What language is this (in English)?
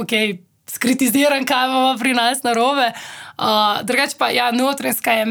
Slovenian